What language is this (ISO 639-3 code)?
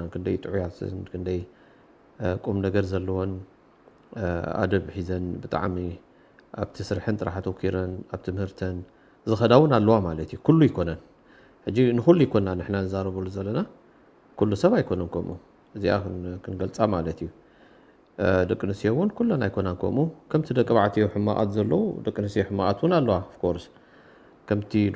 tir